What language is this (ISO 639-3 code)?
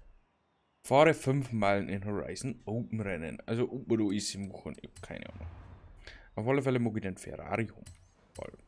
bar